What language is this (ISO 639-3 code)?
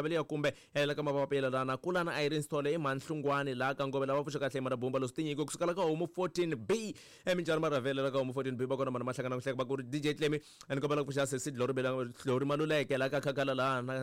tso